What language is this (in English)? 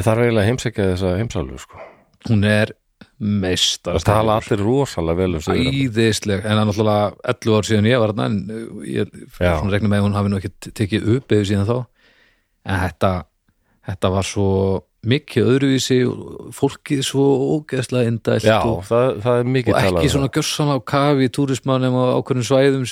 Icelandic